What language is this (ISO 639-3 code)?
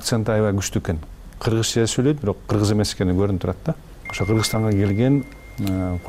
kir